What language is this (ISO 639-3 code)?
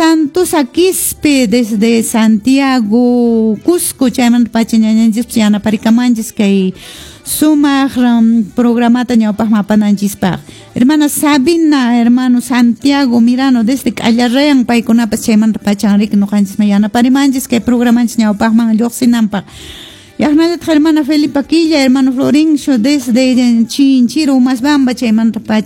que